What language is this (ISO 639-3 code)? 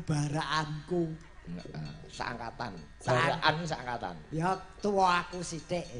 jav